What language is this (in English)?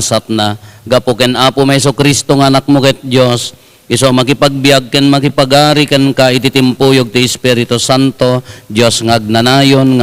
Iloko